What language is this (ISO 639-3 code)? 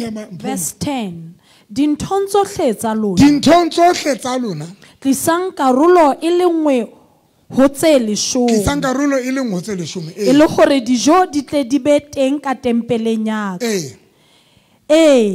sot